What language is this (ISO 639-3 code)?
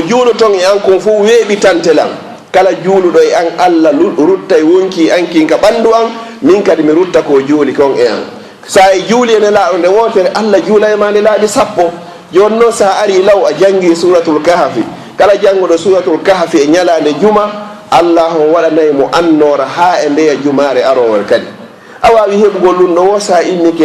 ful